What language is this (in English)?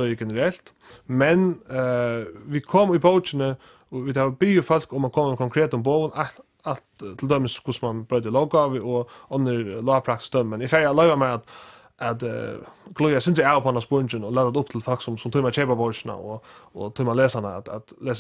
Faroese